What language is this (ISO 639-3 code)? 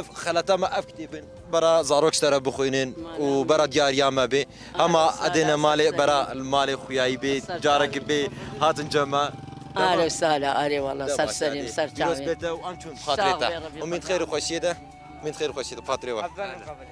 kur